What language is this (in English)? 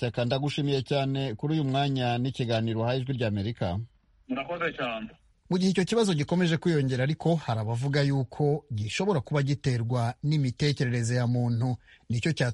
Kinyarwanda